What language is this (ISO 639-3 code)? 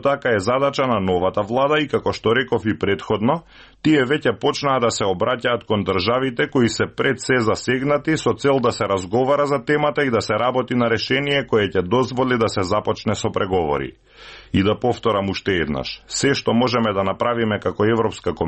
mkd